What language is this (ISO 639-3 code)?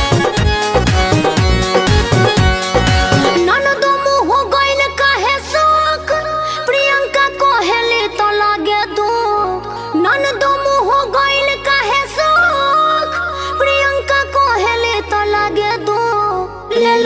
bho